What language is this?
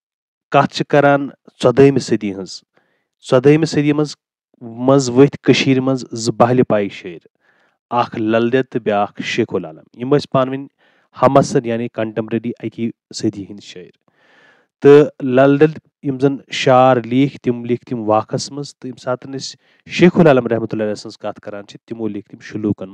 Kashmiri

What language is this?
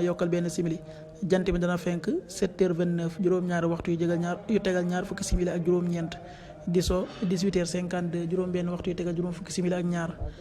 Wolof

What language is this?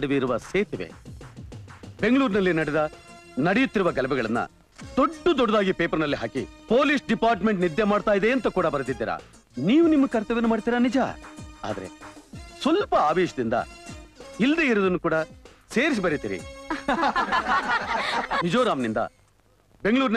Kannada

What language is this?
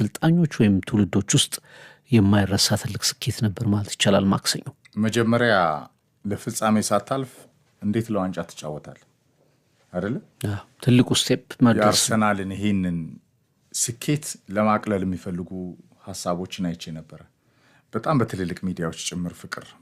Amharic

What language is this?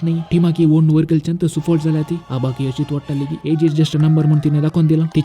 Konkani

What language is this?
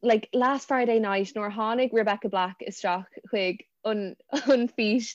Irish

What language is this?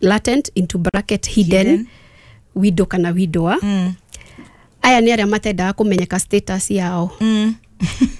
Kikuyu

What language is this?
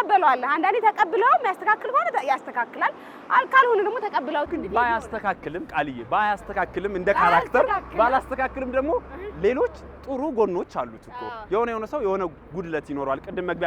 Amharic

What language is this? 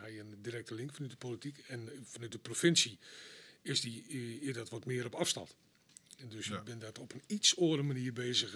Western Frisian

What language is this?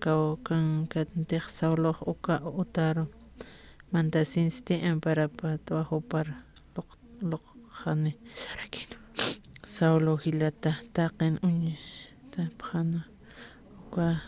Aymara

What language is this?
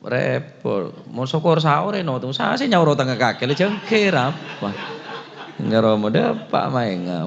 Madurese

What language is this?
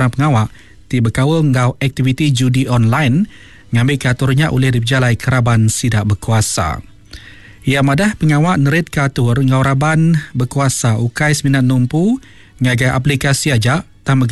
Iban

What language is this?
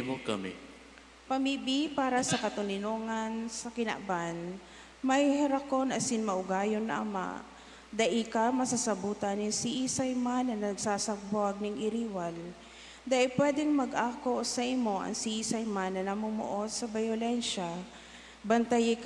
Bikol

